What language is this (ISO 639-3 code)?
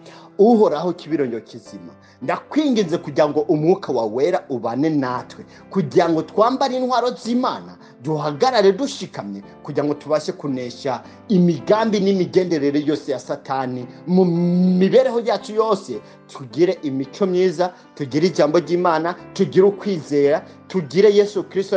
run